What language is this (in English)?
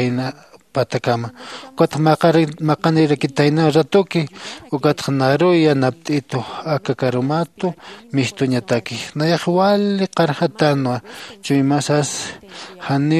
Aymara